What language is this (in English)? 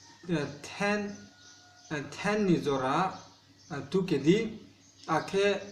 Riang (India)